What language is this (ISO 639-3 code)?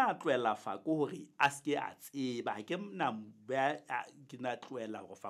sot